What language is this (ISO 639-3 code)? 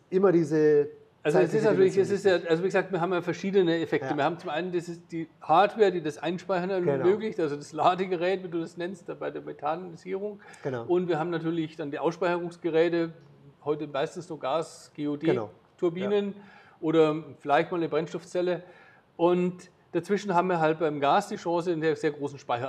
deu